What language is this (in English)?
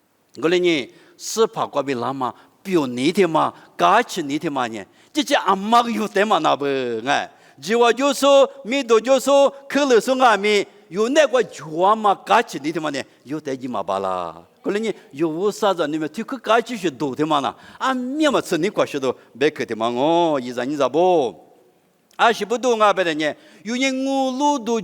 Lisu